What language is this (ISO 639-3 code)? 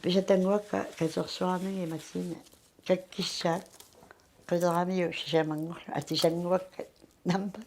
kal